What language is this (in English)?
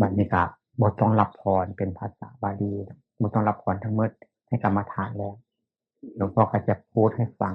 Northeastern Thai